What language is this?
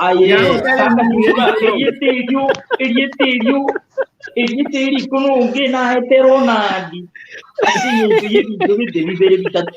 Gusii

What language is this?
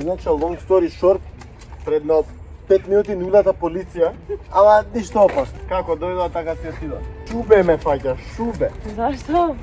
Macedonian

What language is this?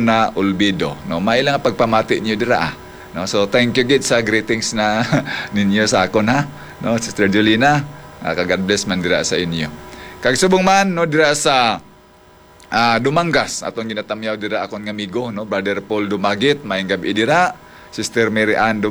Hiligaynon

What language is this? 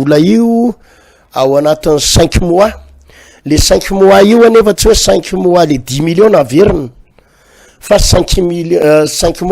Malagasy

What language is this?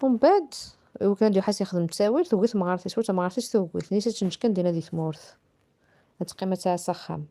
Kabyle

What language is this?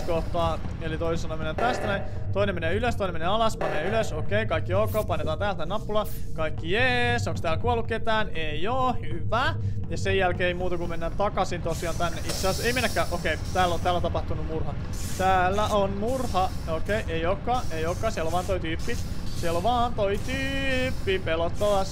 Finnish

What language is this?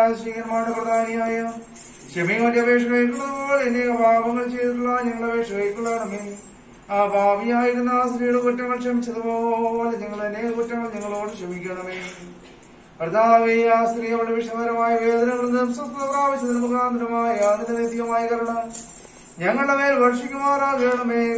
Malayalam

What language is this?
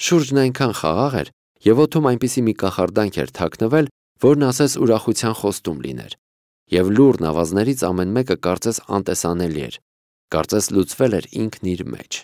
Armenian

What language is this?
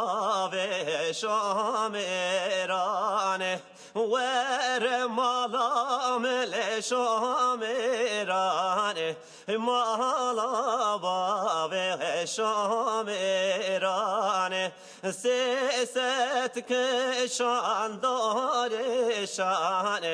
Kurdish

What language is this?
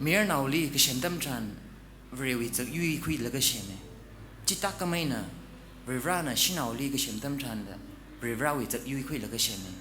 Tangkhul Naga (India)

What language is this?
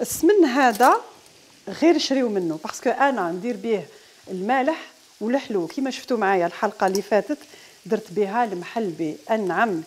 Algerian Arabic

